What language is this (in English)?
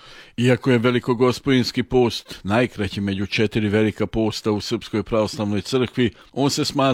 Serbian